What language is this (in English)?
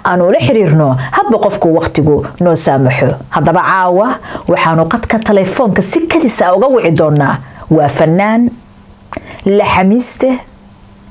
Somali